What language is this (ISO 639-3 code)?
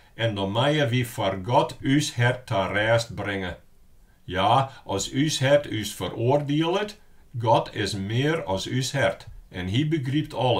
fry